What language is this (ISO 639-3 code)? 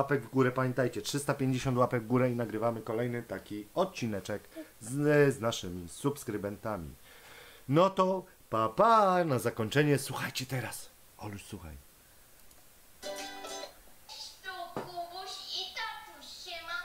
pol